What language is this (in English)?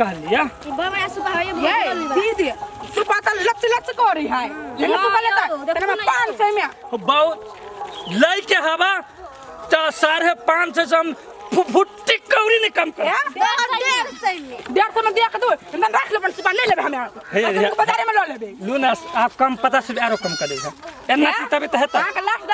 Maithili